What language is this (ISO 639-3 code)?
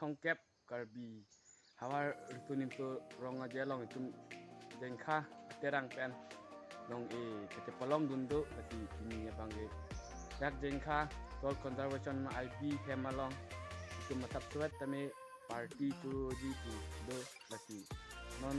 mjw